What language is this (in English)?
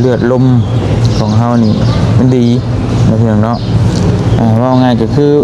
Lao